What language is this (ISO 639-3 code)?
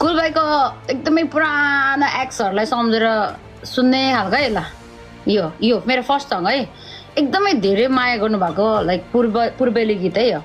nep